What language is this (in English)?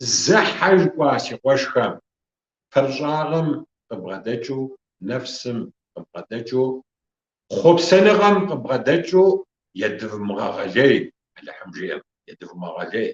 Kabardian